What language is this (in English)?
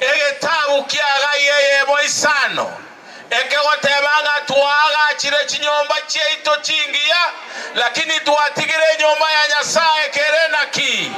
Gusii